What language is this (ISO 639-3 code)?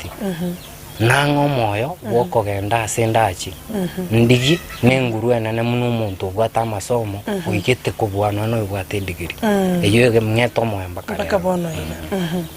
guz